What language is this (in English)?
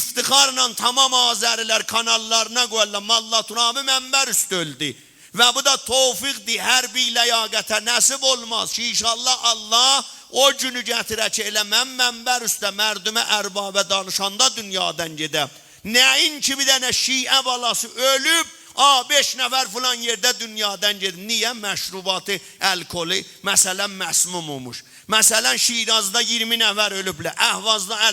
South Azerbaijani